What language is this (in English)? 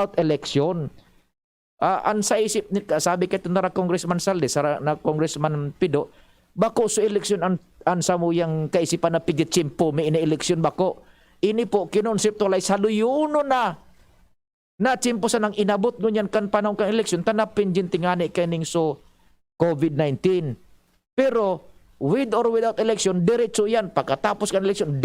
Bikol